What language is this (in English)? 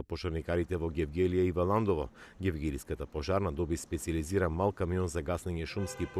Macedonian